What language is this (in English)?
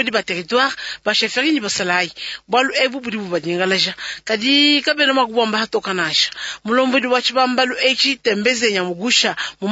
Luba-Lulua